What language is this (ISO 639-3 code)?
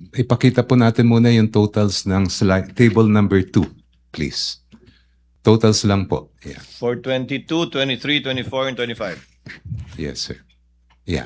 fil